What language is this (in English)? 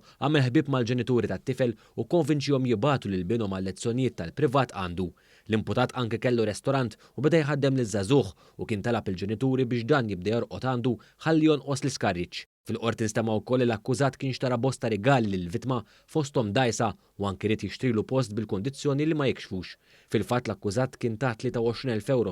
Maltese